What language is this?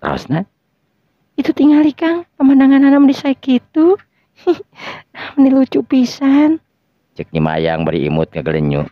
Sundanese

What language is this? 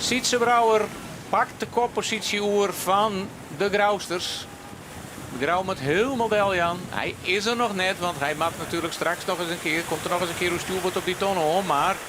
Western Frisian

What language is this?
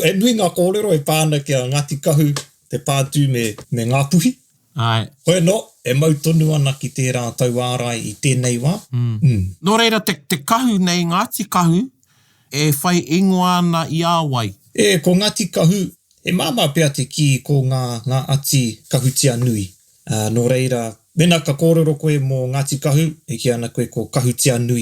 Māori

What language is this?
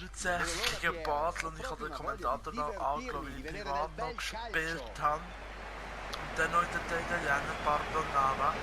Swiss German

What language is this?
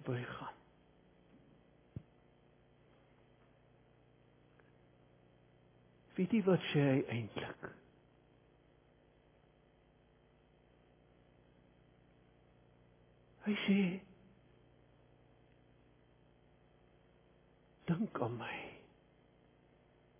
Afrikaans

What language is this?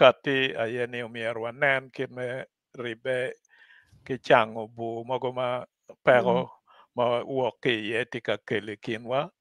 Acoli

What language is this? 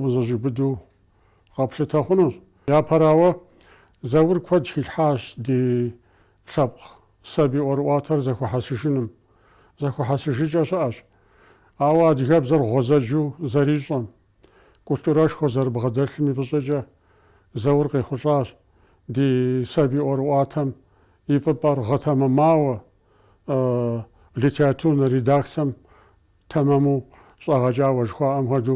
Kabardian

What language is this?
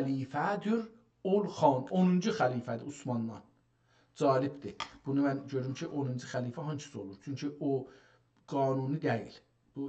South Azerbaijani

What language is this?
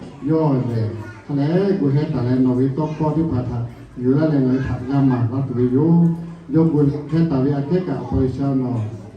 Lahu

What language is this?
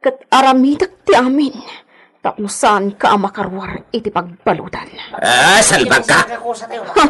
Iloko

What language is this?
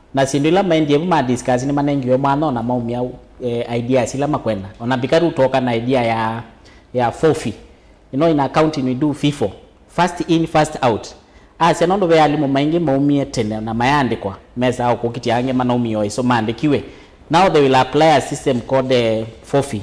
Kamba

